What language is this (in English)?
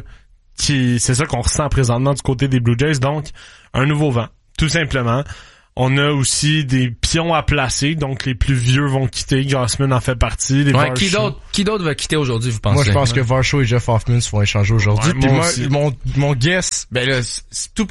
French